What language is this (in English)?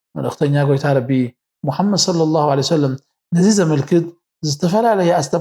Tigrinya